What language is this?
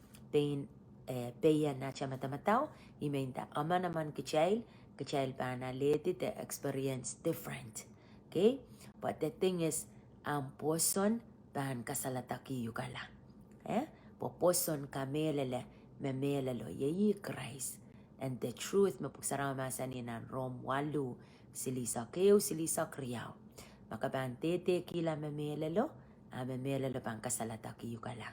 Pohnpeian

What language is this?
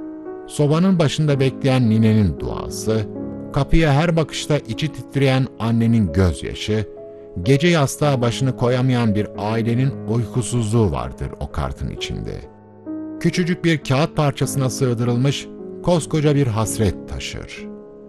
Turkish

